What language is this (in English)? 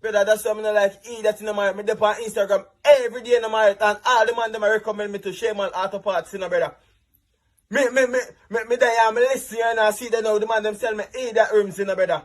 Jamaican Creole English